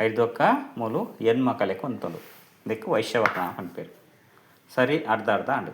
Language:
Tulu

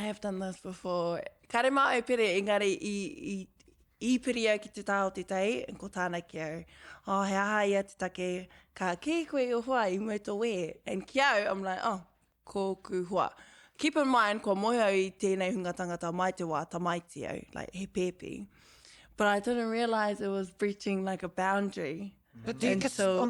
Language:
Māori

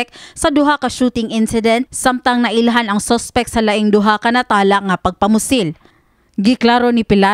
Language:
Cebuano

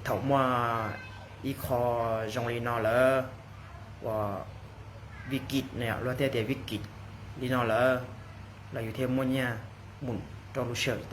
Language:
Hmong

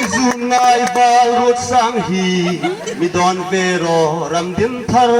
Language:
Hmar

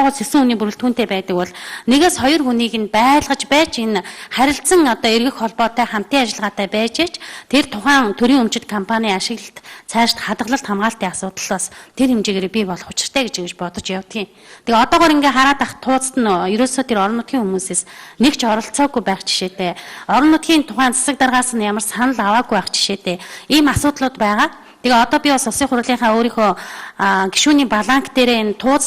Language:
Mongolian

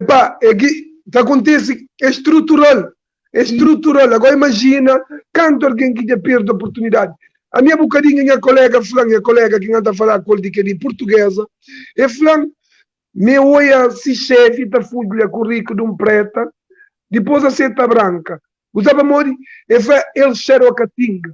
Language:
Kabuverdianu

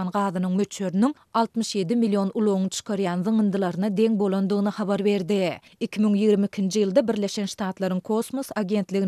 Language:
Turkmen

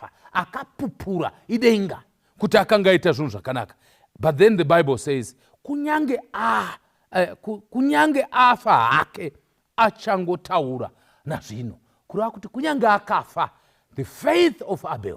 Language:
Shona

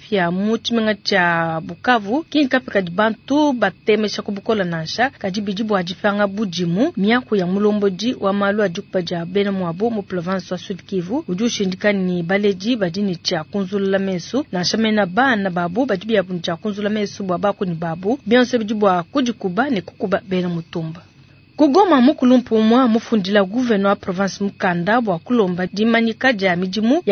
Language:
Luba-Lulua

